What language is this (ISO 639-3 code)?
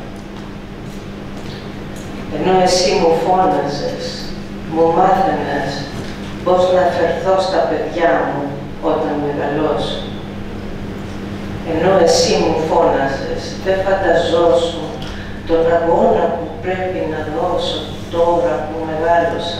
ell